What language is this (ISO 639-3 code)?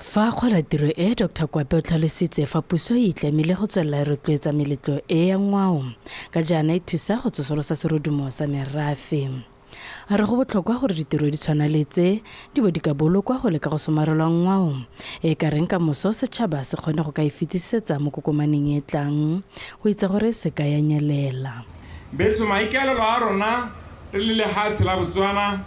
tsn